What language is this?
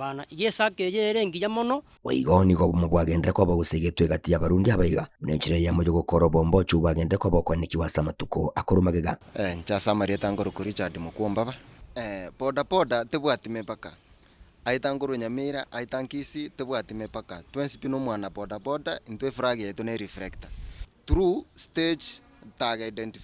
Gusii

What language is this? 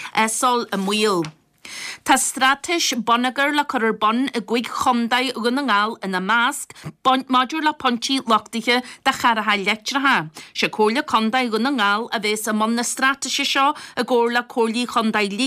Irish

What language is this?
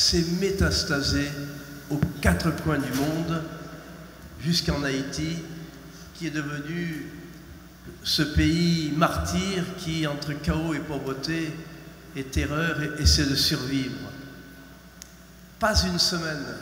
French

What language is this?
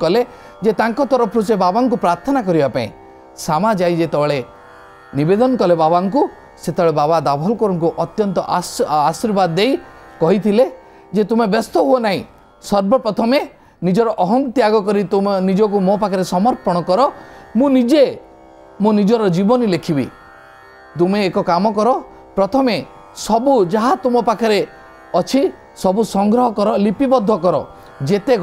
Odia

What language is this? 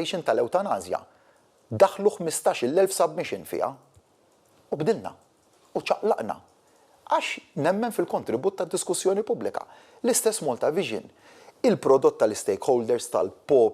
Maltese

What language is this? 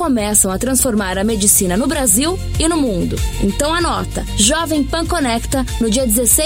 Portuguese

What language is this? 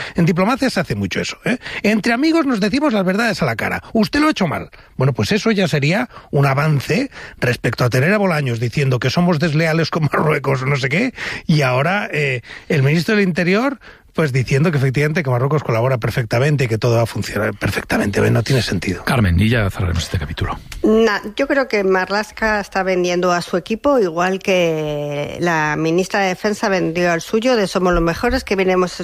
Spanish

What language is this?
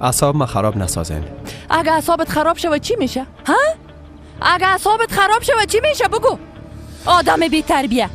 Persian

